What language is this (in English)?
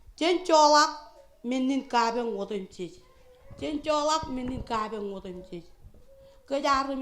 Marshallese